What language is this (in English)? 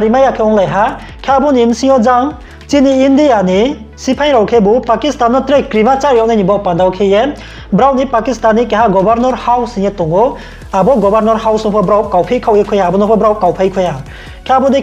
Riang (India)